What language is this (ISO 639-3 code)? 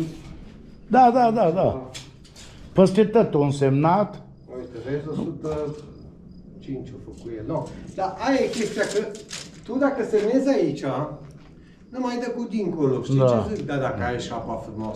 ron